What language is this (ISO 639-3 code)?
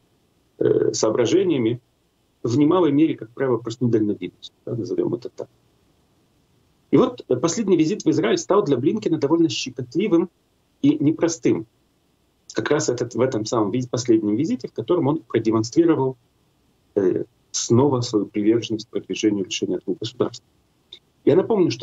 rus